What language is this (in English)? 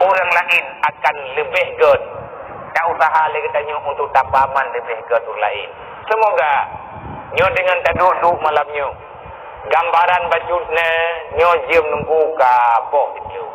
Achinese